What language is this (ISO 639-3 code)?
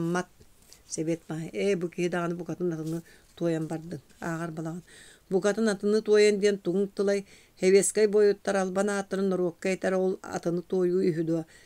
sah